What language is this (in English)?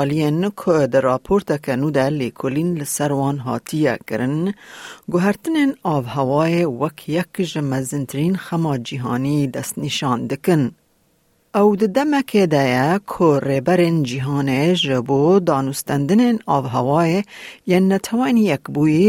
Kurdish